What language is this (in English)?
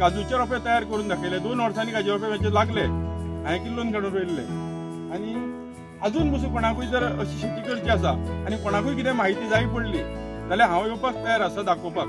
Konkani